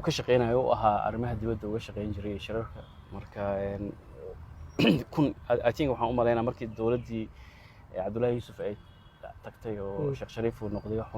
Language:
Somali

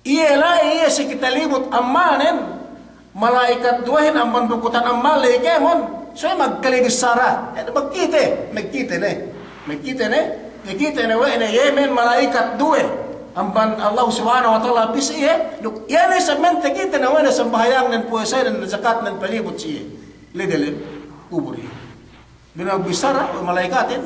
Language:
Yakan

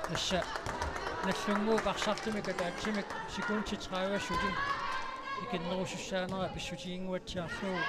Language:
Kalaallisut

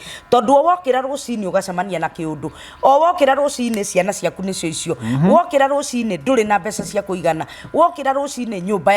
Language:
Kikuyu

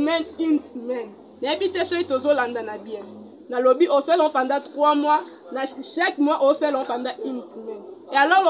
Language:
Lingala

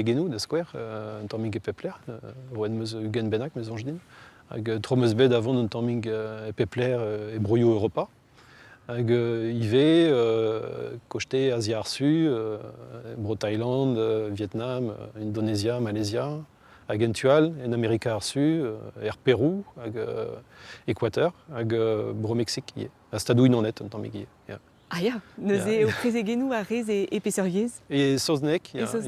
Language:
Breton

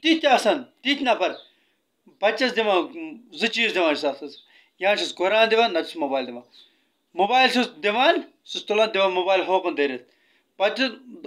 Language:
Kashmiri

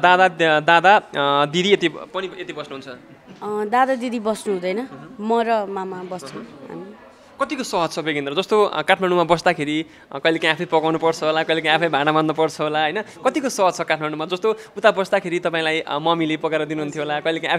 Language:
Nepali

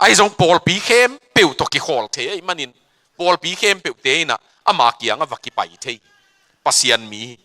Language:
Tedim Chin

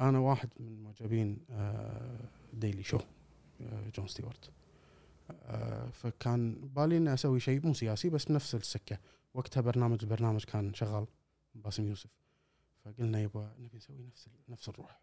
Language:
Gulf Arabic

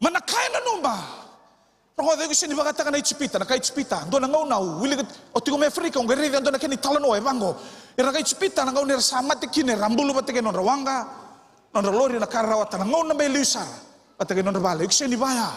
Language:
Fijian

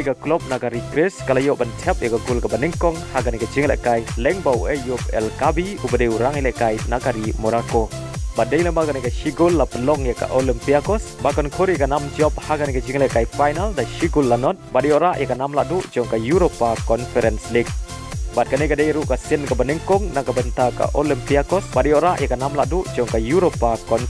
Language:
Khasi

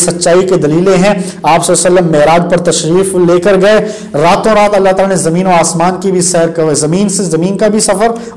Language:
Urdu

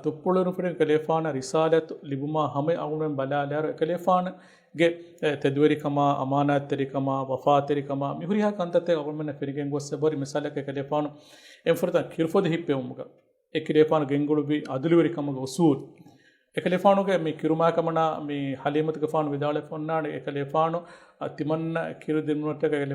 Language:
Divehi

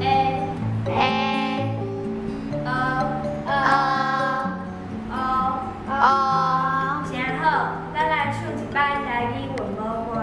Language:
Min Nan Chinese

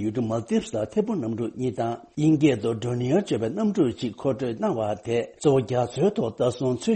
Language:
Tibetan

